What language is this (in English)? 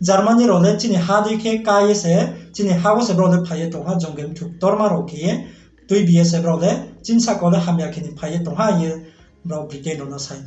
Riang (India)